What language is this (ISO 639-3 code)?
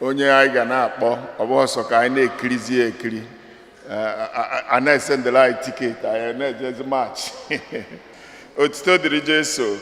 ibo